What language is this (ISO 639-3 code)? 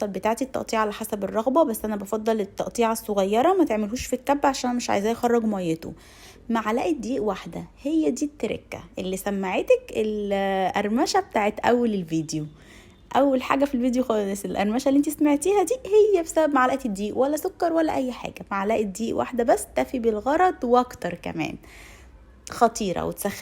arz